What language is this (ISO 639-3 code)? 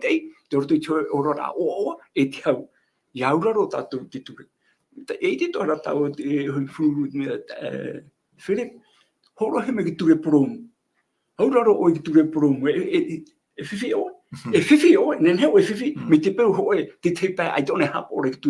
tah